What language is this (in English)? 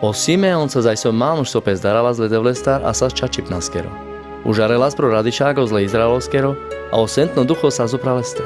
Carpathian Romani